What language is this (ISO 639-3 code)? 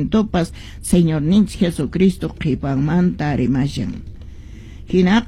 que